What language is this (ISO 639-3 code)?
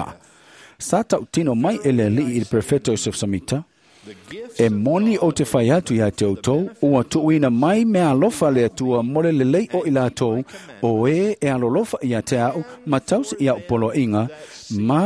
smo